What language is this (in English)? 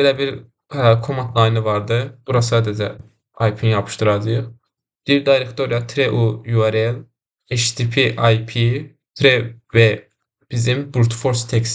Azerbaijani